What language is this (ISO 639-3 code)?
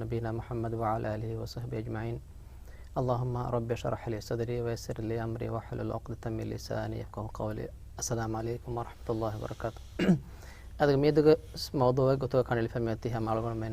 div